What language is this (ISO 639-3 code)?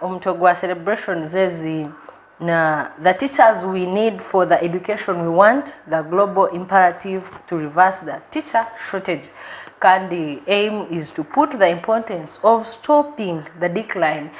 nyn